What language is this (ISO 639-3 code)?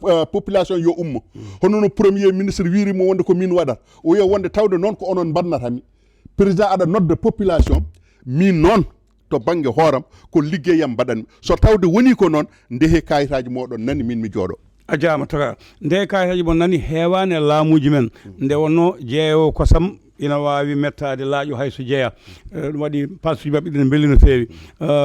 ful